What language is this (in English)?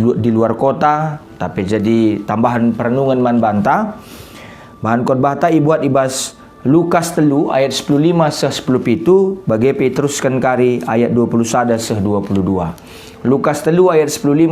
Batak Karo